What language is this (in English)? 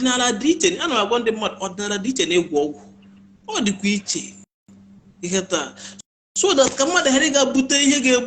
Igbo